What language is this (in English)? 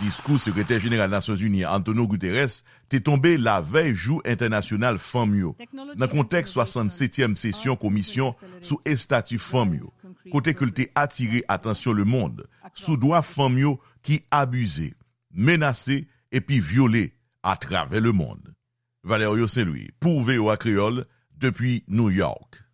Haitian Creole